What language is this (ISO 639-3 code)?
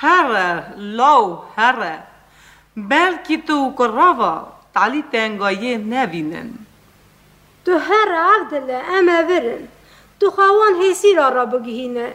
kur